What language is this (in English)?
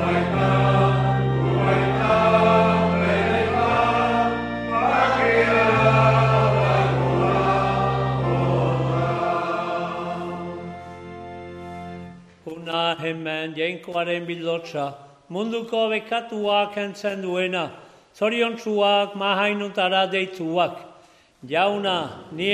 Basque